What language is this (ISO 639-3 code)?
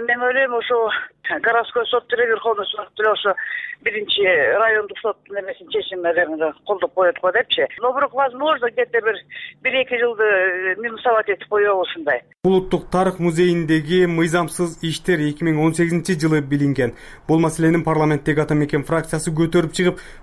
kir